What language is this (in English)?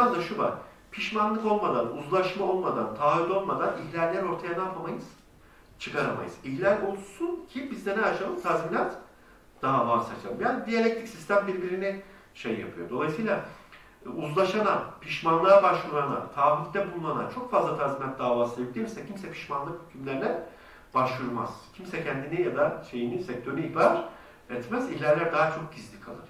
Turkish